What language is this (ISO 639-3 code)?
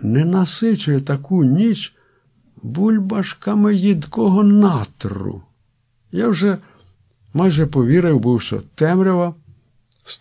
ukr